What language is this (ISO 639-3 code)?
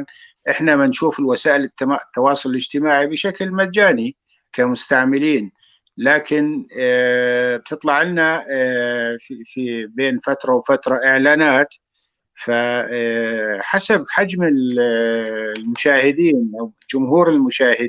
apc